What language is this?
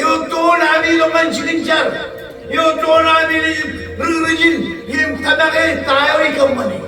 Marshallese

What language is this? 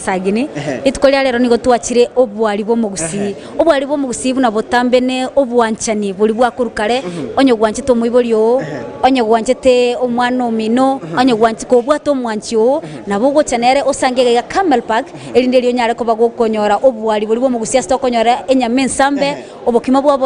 Gusii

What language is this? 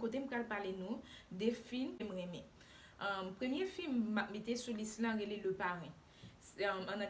Haitian Creole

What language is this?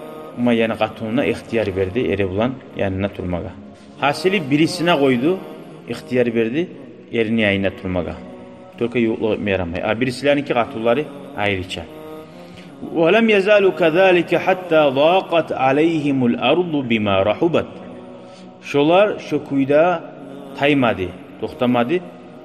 Kumyk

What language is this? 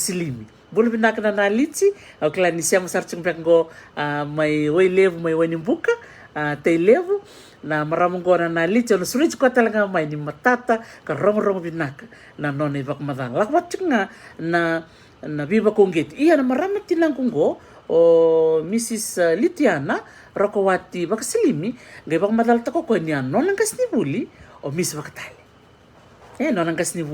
Fijian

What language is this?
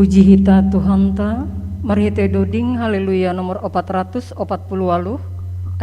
Batak Simalungun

